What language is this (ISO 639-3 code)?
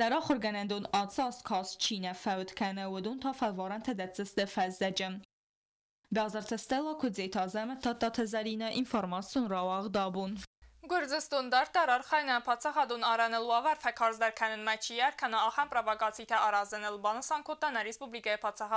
oss